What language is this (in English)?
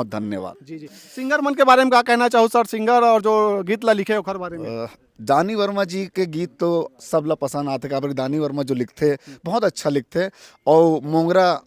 Chhattisgarhi